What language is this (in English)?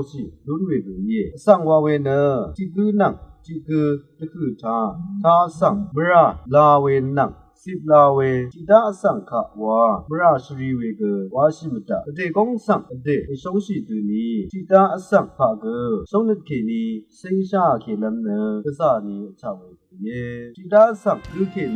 Rawang